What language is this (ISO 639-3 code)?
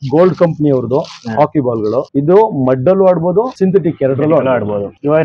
kan